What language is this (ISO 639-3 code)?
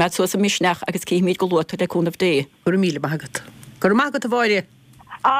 gle